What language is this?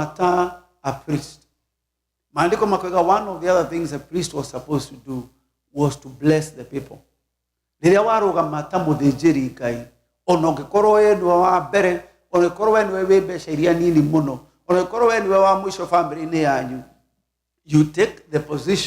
Kikuyu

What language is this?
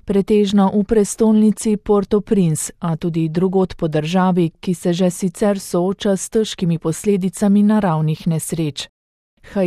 Slovenian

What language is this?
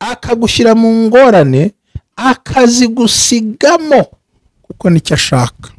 Kinyarwanda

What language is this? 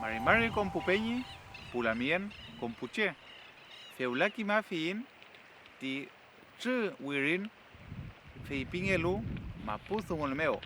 Mapuche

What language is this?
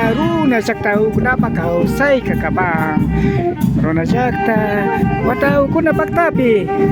Imbabura Highland Quichua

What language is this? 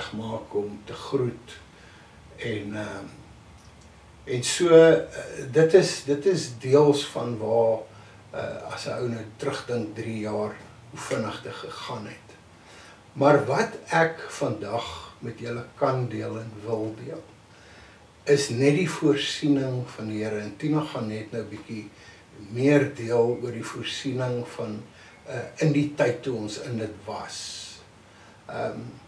Afrikaans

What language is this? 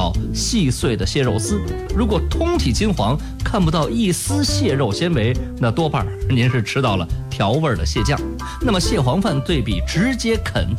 Chinese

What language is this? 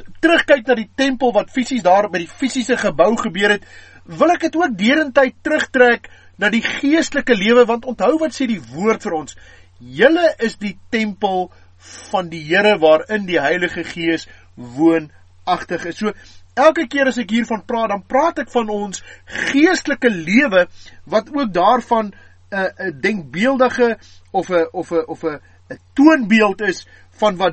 Afrikaans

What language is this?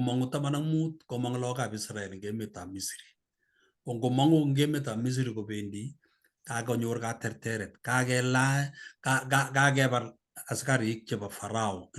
Kalenjin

